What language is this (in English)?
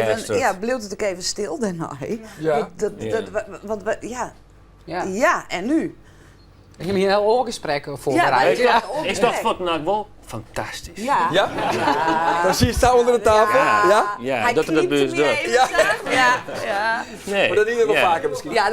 Western Frisian